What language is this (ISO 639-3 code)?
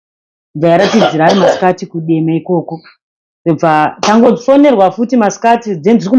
sna